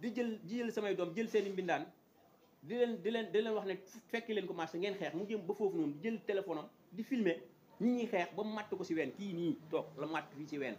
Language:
Wolof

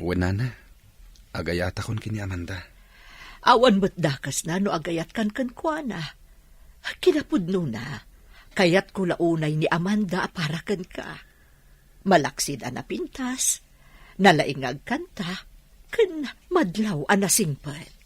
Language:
Iloko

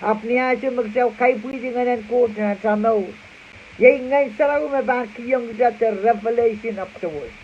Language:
Pohnpeian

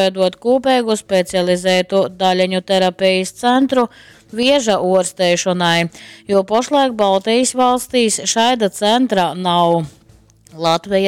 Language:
Latgalian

